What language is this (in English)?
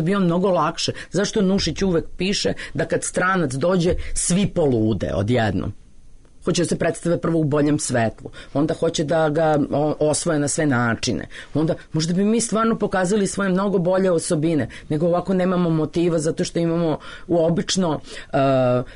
Serbian